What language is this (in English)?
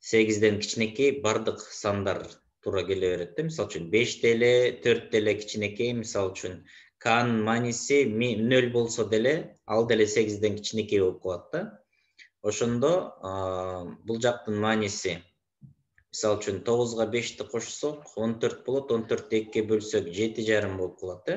Kyrgyz